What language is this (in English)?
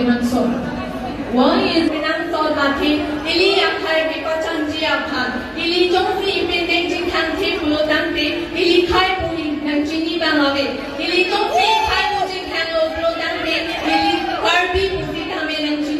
Karbi